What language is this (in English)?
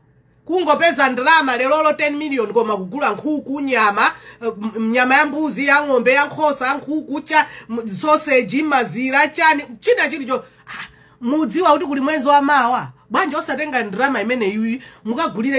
Nyanja